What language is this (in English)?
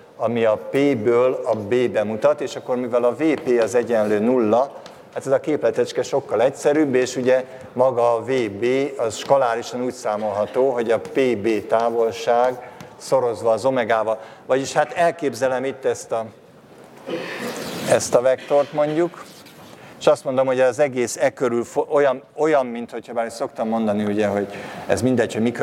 Hungarian